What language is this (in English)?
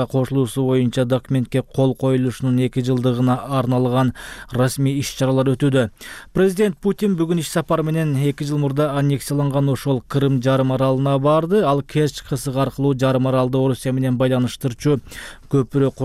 Kyrgyz